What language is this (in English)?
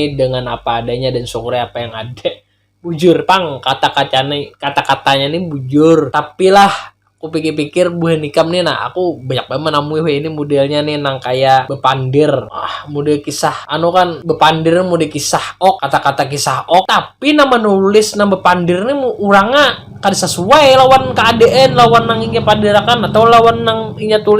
Banjar